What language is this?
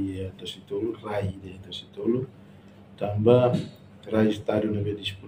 Tetum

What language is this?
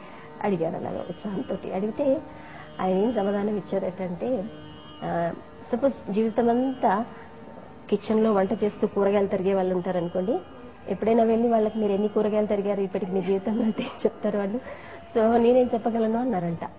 Telugu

